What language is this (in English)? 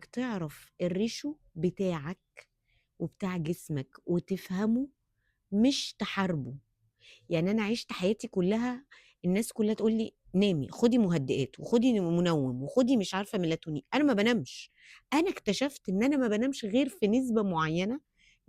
Egyptian Arabic